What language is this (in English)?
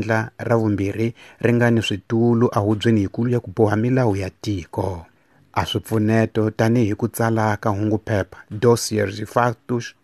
Tsonga